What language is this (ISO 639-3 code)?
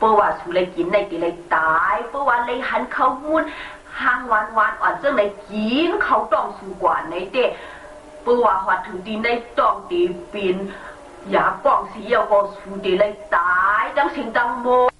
shn